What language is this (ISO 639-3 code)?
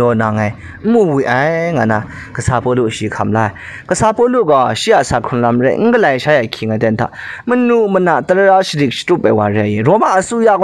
kac